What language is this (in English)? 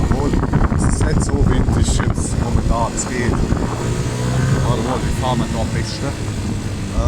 Palatine German